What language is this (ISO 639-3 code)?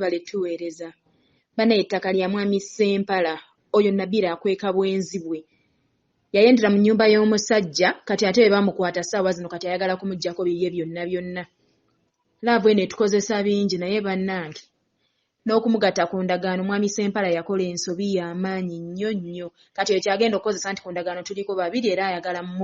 lug